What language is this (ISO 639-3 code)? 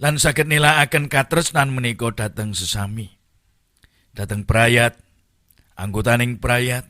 jav